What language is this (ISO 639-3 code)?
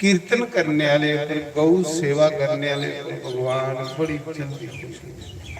doi